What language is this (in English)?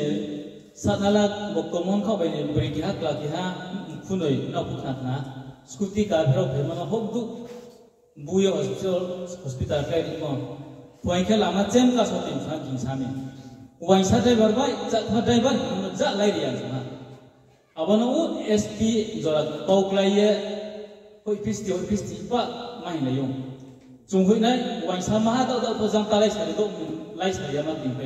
Riang (India)